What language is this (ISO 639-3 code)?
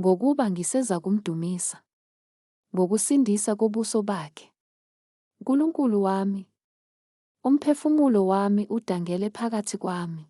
zul